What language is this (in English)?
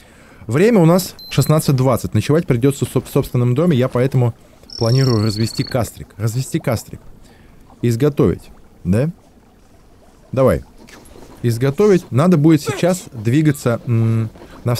Russian